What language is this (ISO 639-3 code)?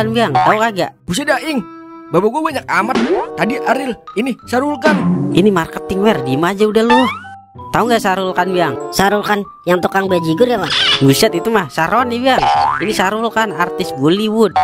bew